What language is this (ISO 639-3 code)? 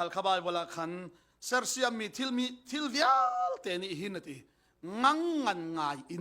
cfm